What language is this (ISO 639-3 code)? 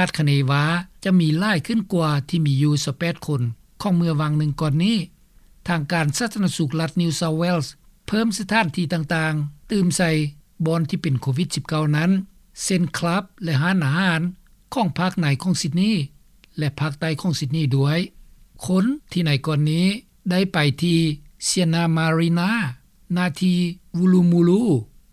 lao